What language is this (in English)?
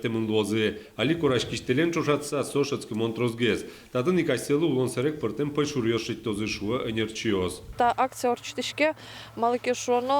Udmurt